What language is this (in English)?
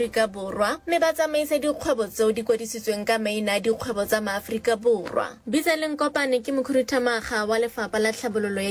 Southern Sotho